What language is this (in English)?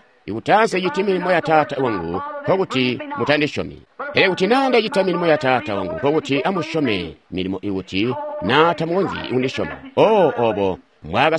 Tonga (Zambia)